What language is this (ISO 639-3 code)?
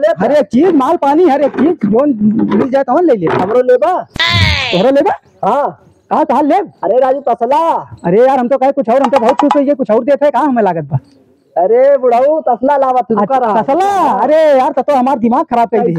awa